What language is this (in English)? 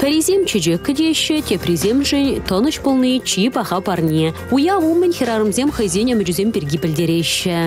Chuvash